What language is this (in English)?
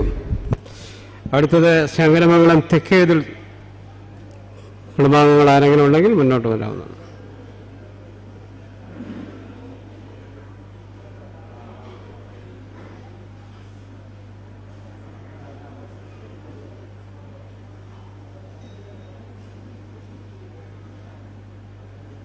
Malayalam